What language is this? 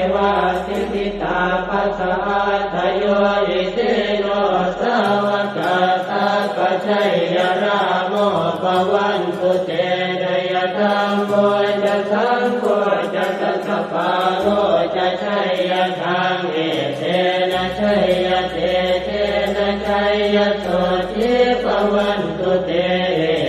Pali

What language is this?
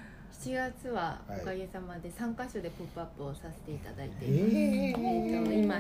Japanese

